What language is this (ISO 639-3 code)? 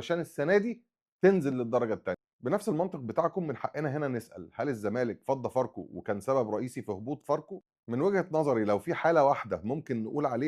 arz